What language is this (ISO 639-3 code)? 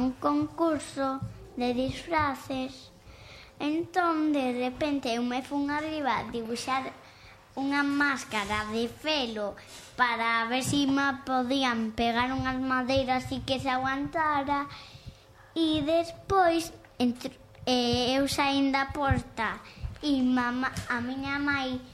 glg